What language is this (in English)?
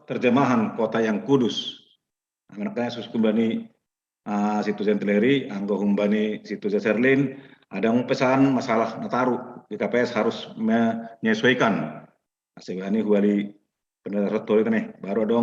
Batak Simalungun